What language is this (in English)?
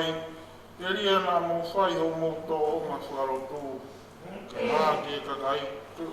Tongan